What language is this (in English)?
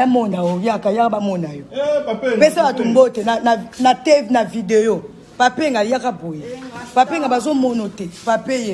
Lingala